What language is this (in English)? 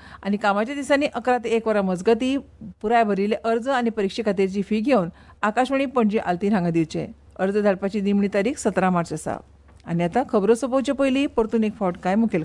Konkani